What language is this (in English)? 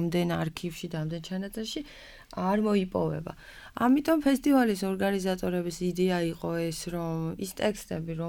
Georgian